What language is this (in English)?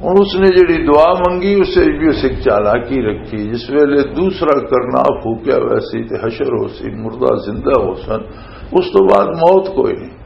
Western Panjabi